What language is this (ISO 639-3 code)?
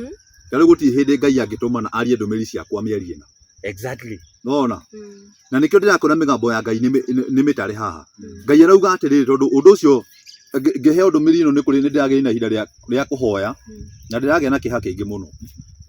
kik